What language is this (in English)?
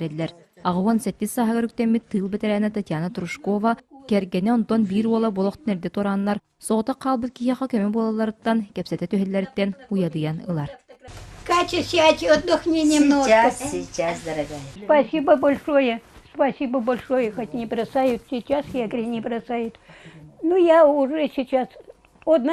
Yakut